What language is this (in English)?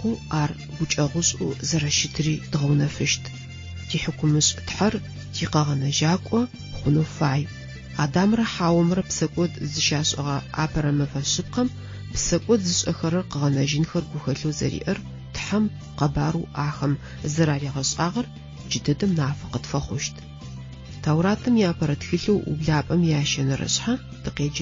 Adyghe